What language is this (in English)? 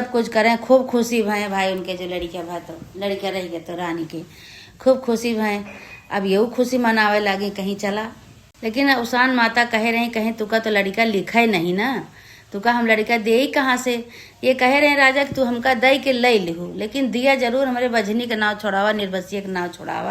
Awadhi